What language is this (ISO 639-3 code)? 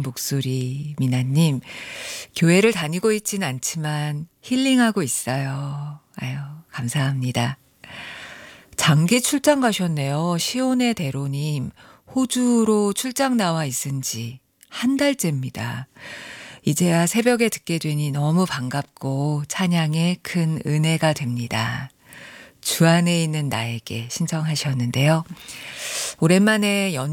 kor